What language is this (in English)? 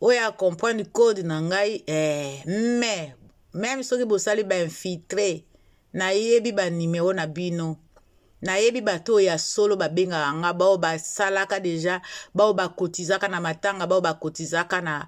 Lingala